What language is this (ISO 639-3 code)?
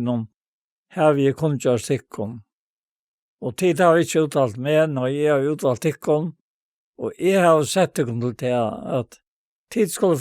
fao